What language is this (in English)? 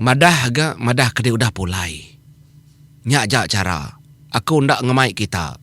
Iban